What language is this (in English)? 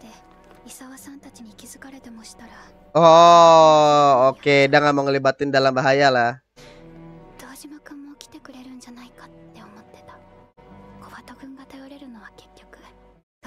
Indonesian